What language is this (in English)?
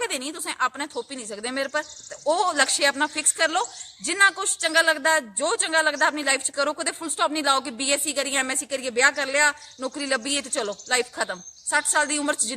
Dogri